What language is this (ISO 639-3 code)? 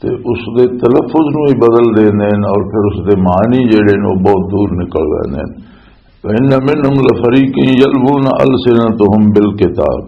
lah